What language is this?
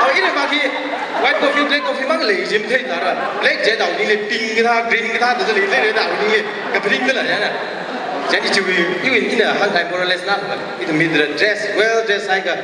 Tangkhul Naga (India)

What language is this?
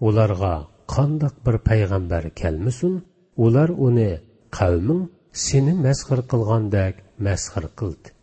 Uyghur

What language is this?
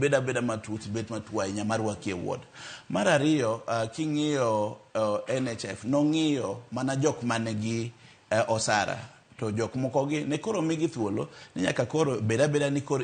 Luo (Kenya and Tanzania)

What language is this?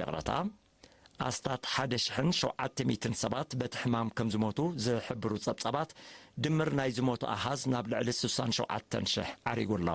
Tigrinya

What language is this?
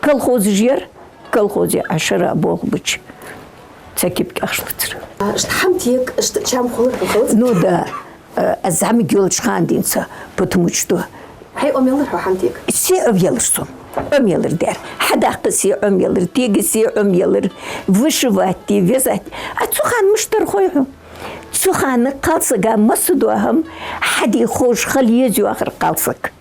Ingush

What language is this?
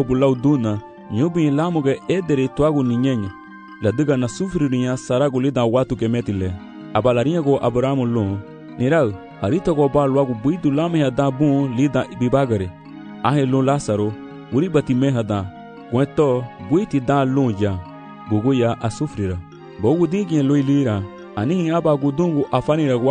Garifuna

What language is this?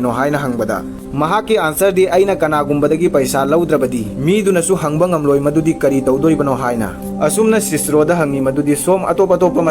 Manipuri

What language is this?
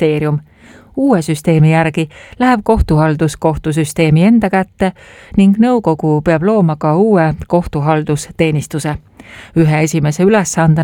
Estonian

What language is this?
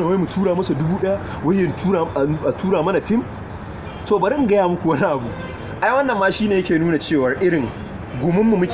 Hausa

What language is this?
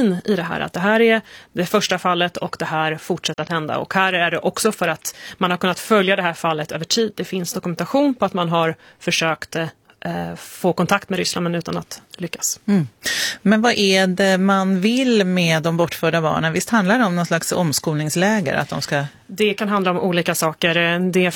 Swedish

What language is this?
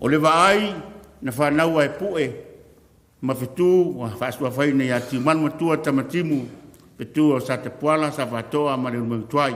Samoan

